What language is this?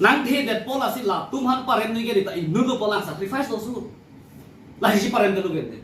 Karbi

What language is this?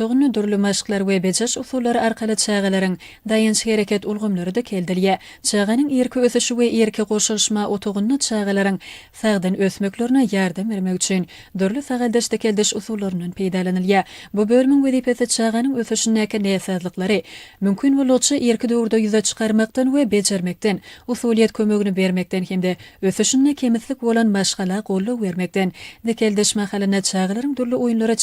Turkmen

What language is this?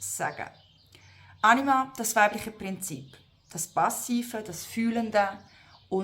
Swiss German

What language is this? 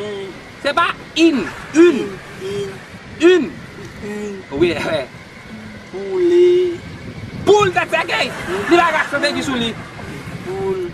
Haitian Creole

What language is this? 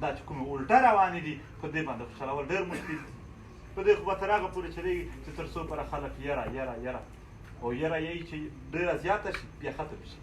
Pashto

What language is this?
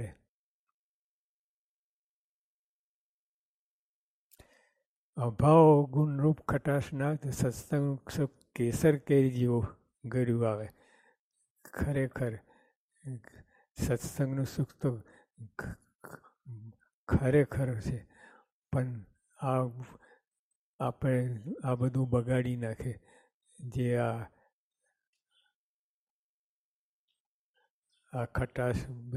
Gujarati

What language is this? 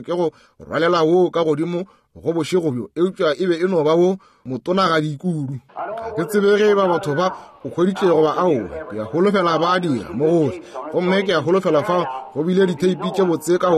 Northern Sotho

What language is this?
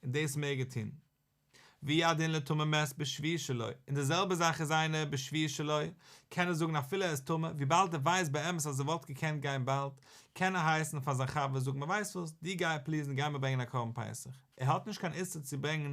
Yiddish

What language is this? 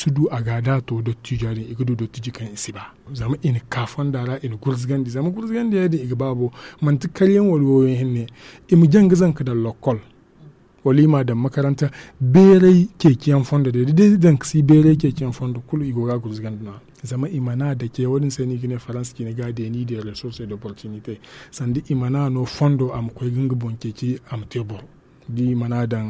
Zarma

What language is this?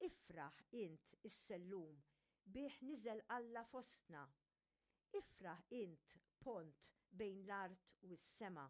Maltese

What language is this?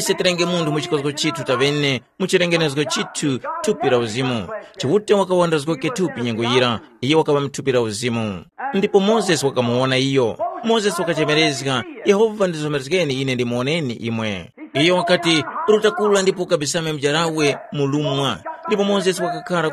Tumbuka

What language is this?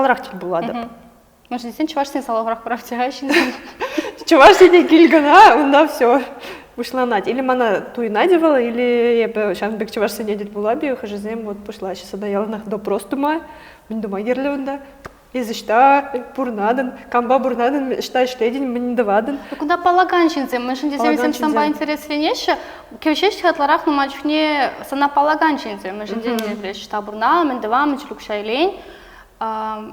Chuvash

